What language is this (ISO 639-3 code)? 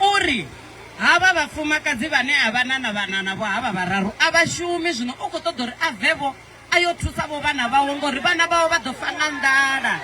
ven